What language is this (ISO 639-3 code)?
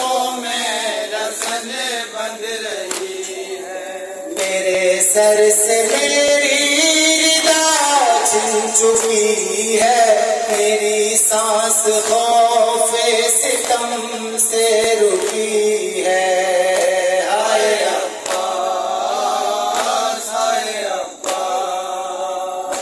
urd